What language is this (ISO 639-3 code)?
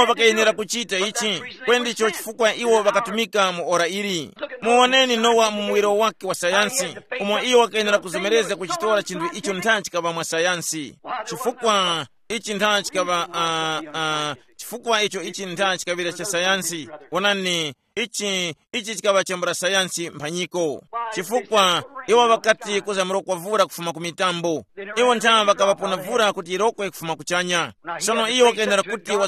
tum